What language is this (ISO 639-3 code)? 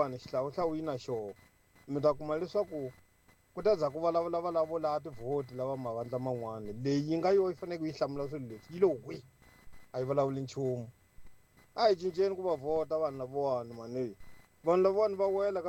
tso